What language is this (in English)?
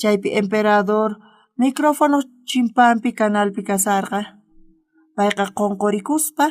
South Bolivian Quechua